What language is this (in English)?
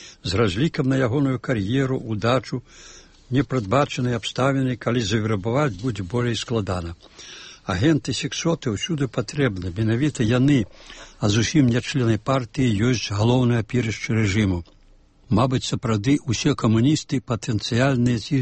Belarusian